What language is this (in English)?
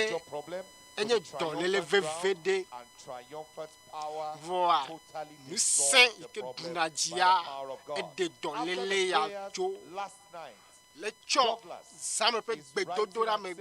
Ewe